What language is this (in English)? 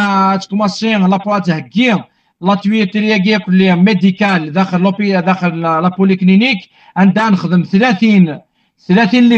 Kabyle